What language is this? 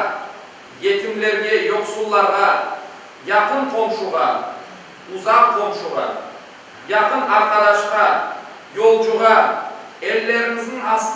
Crimean Tatar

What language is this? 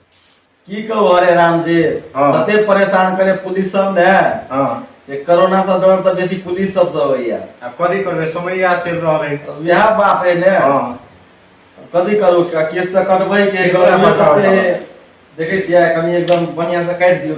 Maithili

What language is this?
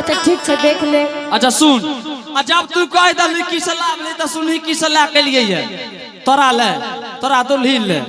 Angika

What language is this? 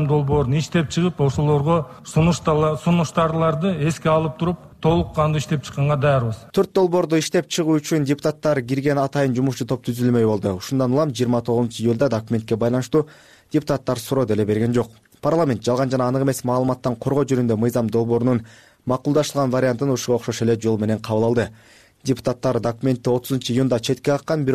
Kyrgyz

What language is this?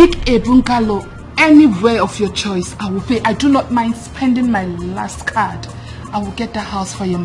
Nigerian Pidgin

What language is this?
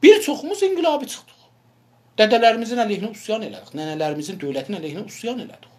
South Azerbaijani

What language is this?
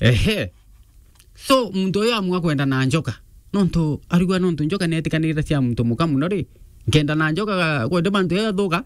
Meru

